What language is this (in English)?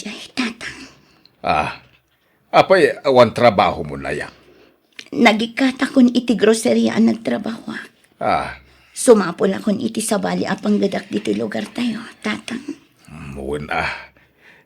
Iloko